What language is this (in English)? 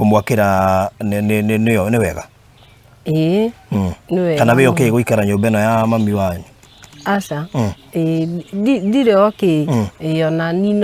Kikuyu